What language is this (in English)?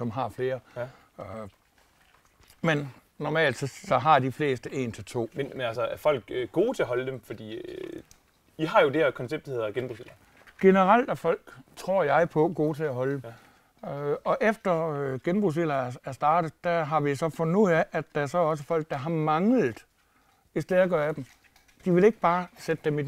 Danish